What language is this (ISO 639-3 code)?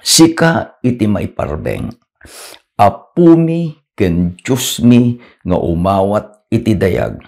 ilo